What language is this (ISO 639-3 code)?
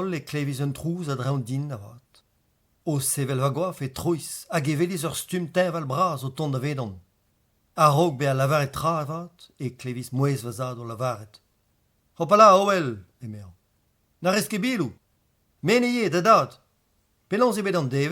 bre